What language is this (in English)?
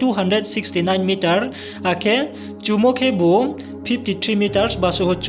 Riang (India)